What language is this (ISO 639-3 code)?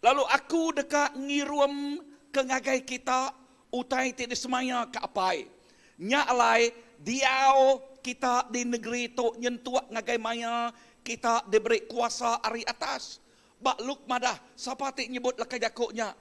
iba